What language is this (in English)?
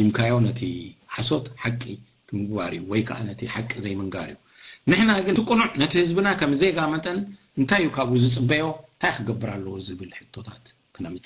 Tigrinya